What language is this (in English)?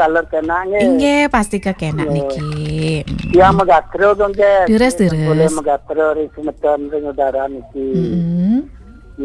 Balinese